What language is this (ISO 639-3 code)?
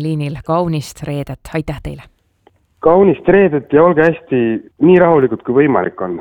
est